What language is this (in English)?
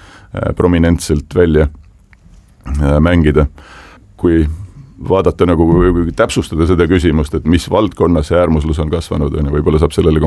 Estonian